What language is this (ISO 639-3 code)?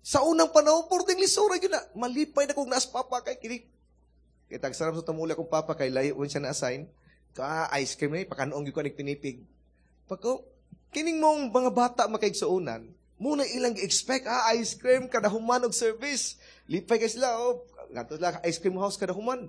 ceb